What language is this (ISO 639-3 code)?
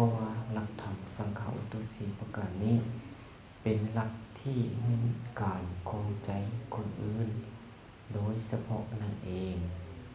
lao